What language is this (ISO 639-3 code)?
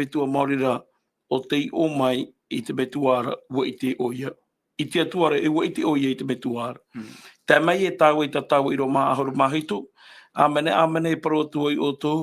tah